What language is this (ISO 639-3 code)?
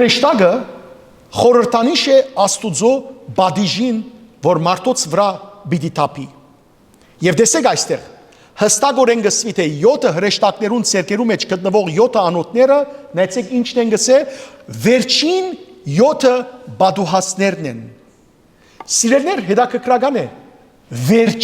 hyw